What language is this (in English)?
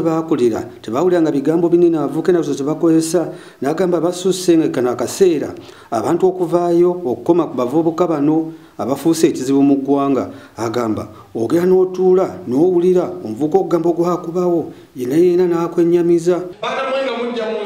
Ganda